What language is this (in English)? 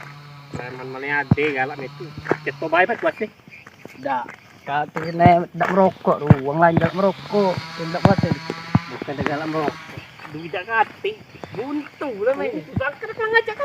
Musi